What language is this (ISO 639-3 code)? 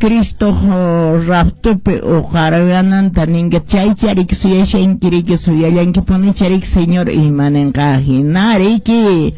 que